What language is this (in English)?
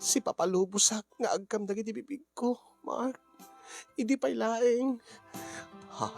Iloko